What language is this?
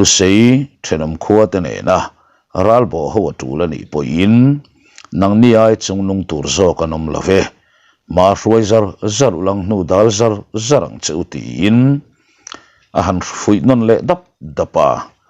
Mizo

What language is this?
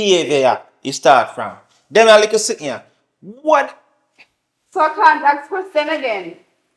Jamaican Creole English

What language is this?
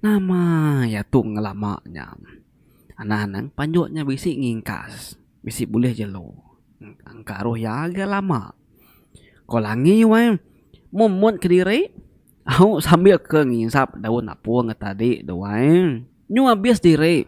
Iban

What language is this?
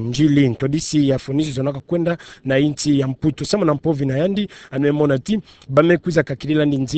Kituba (Democratic Republic of Congo)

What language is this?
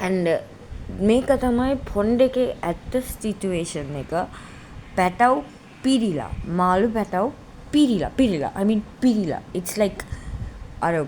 Sinhala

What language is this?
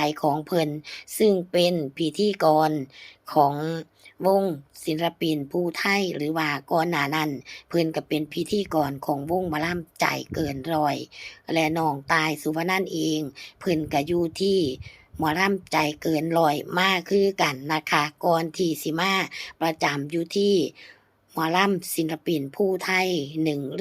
Lao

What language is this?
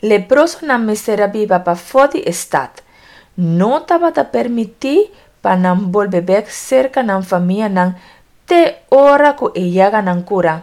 Papiamento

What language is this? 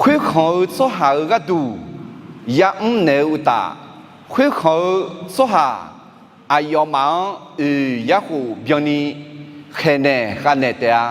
Akha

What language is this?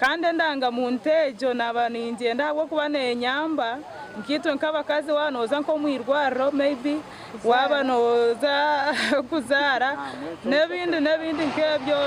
Nyankole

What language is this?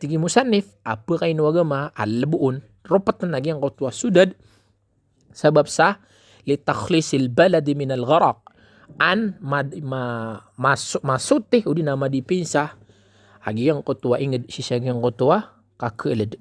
Maranao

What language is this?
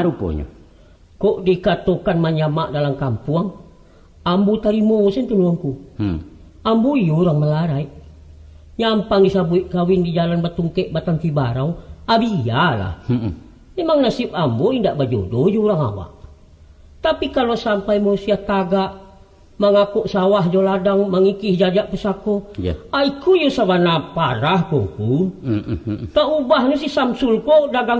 Minangkabau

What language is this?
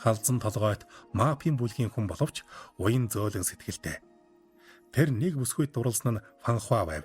Mongolian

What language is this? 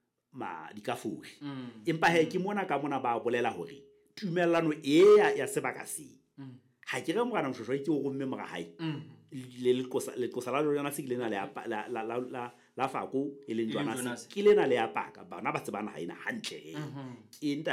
Southern Sotho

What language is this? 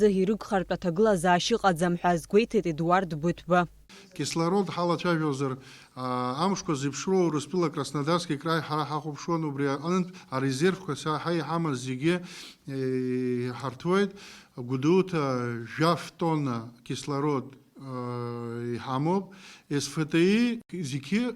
Abkhazian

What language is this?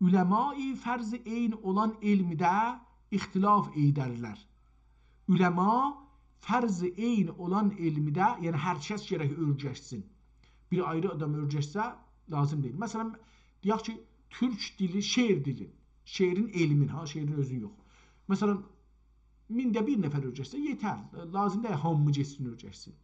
South Azerbaijani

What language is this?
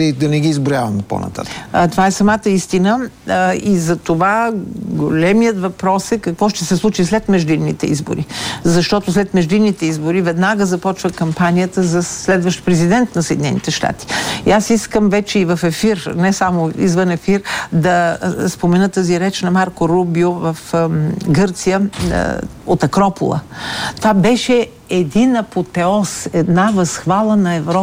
Bulgarian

